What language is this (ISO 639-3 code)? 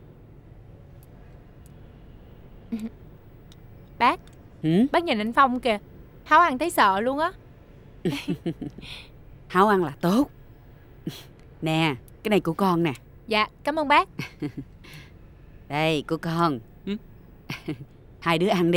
vie